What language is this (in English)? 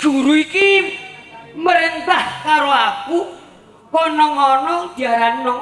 Javanese